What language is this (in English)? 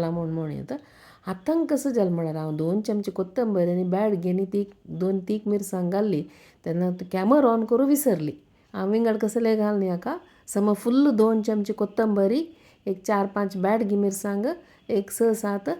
Konkani